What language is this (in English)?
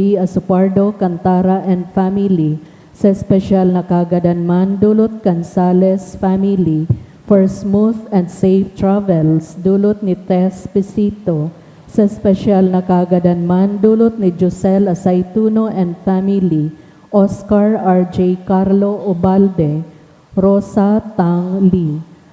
Bikol